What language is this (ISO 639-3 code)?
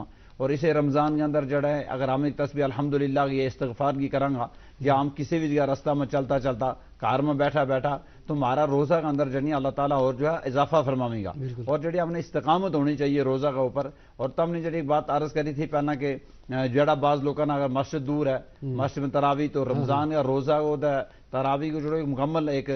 gju